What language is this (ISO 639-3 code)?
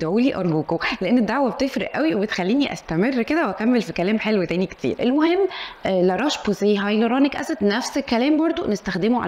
arz